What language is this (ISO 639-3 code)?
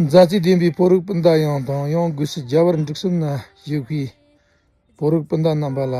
bod